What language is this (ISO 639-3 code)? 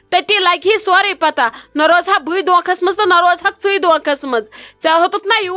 kas